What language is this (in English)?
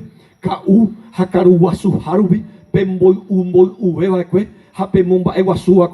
Guarani